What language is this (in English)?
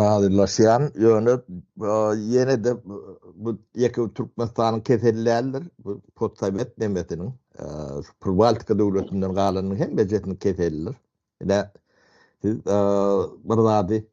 Turkmen